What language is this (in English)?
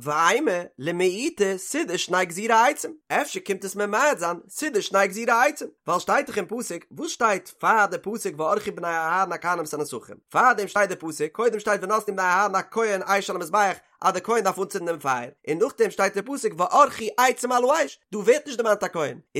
Yiddish